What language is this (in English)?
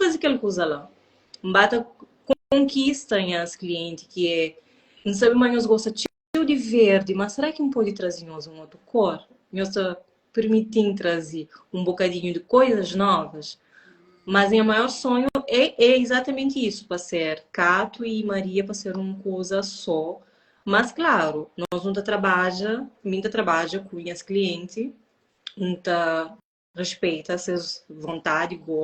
Kabuverdianu